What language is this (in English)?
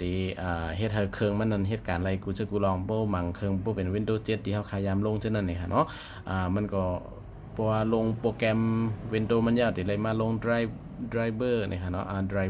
Shan